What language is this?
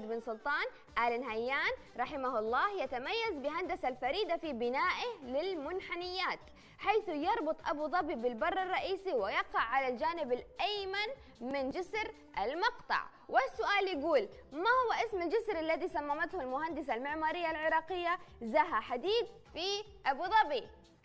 Arabic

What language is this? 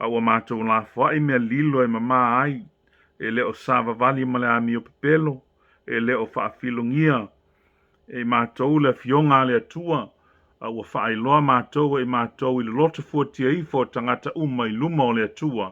Samoan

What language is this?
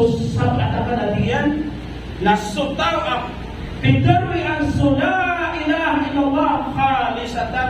Maranao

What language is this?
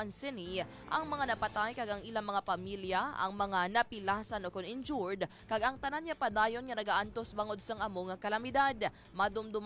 Hiligaynon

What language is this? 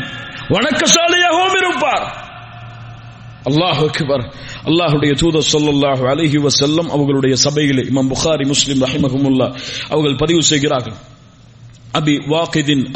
Tamil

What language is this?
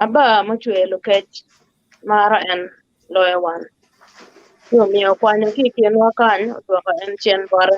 Acoli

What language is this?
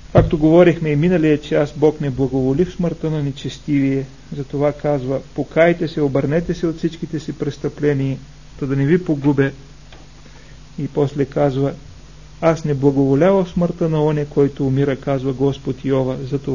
Bulgarian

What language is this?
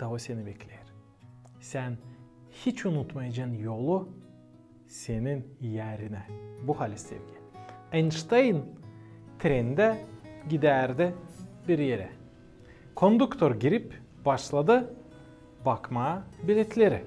Gagauz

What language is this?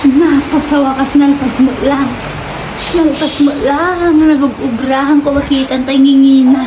Iloko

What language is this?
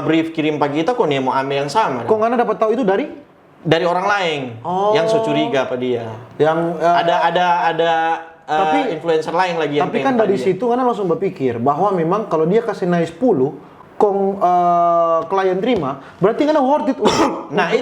Manado Malay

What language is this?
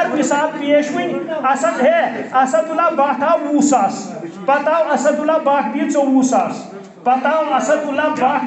Kashmiri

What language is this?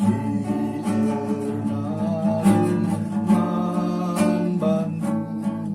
Batak Karo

